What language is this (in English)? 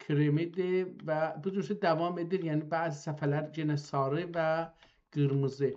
South Azerbaijani